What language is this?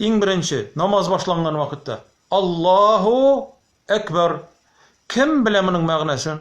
Tatar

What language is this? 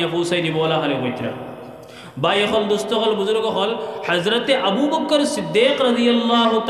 Sylheti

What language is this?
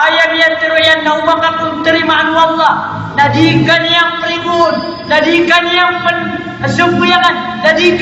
Maranao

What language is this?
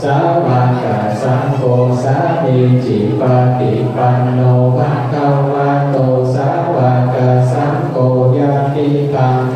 Pali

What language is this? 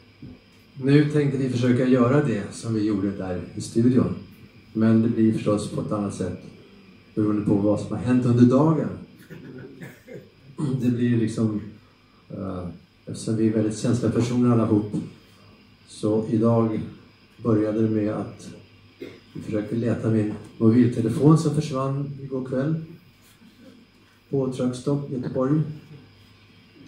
Swedish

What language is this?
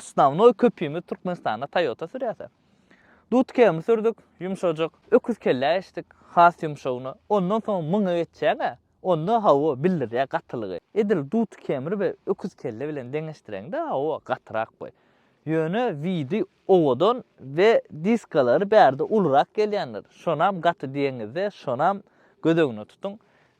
Turkmen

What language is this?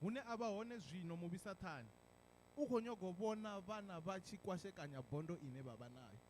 Venda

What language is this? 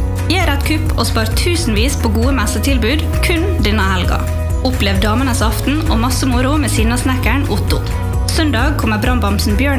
Norwegian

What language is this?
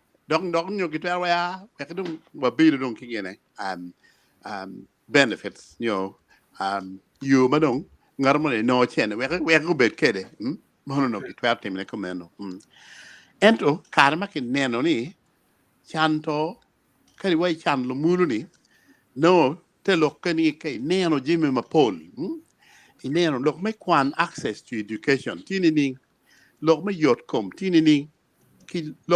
Acoli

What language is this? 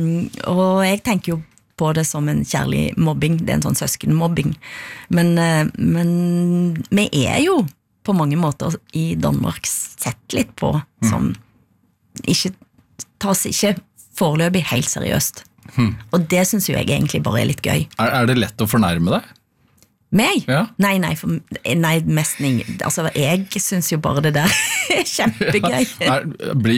Norwegian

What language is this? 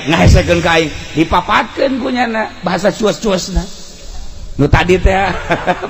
Sundanese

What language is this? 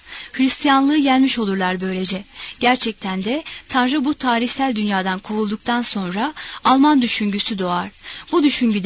Turkish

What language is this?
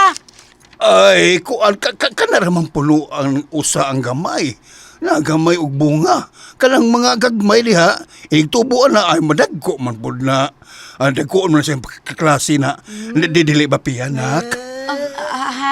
Cebuano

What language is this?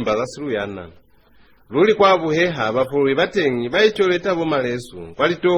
Lozi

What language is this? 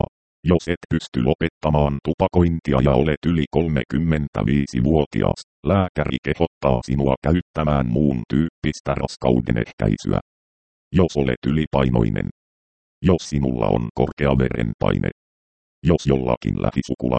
Finnish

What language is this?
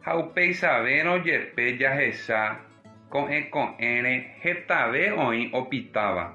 Guarani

